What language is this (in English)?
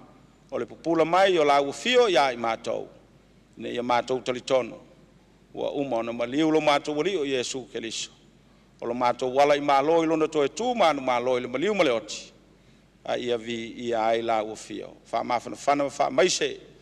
Samoan